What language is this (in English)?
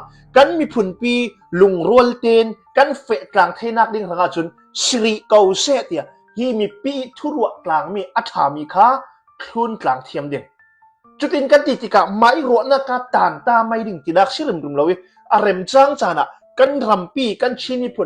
Hakha Chin